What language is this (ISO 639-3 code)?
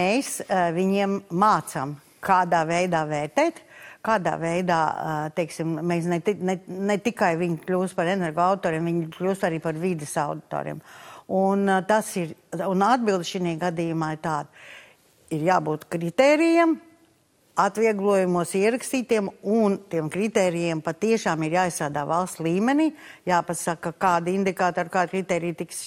lav